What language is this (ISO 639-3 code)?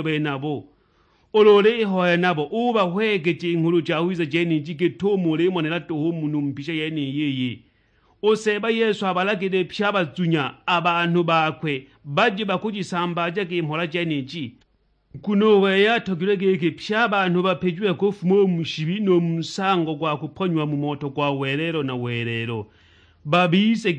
suk